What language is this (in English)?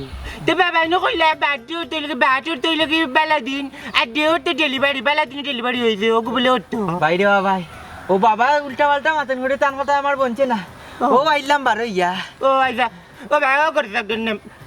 Sylheti